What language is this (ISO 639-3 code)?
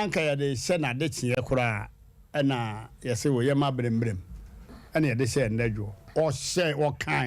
aka